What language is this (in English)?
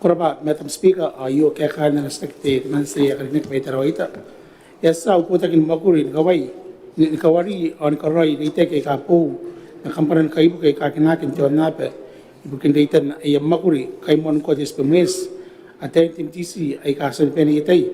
Gilbertese